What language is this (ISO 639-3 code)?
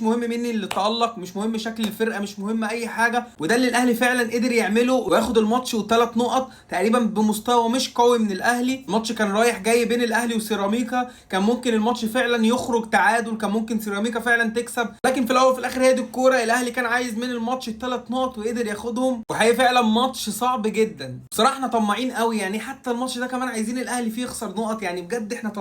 arz